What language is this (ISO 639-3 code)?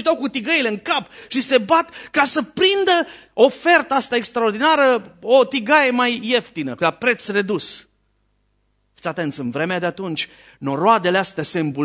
ron